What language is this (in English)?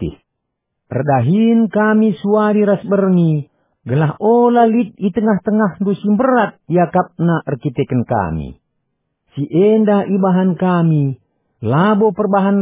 Batak Karo